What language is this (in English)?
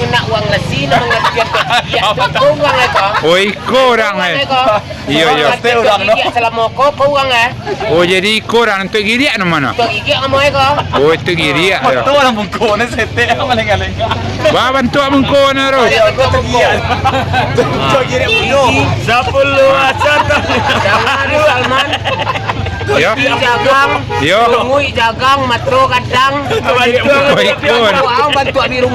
Minangkabau